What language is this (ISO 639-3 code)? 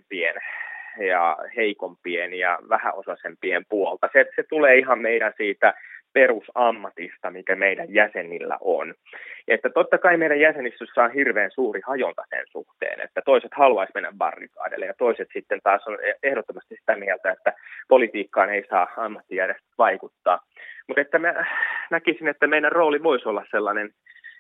fin